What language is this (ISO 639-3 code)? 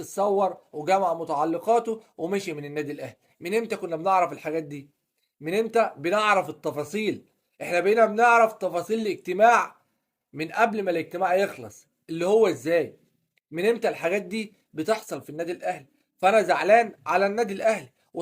arz